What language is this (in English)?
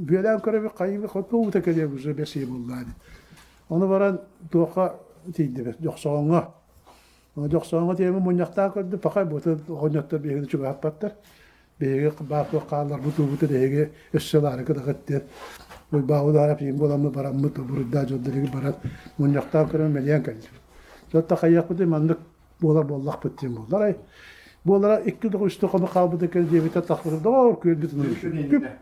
Yakut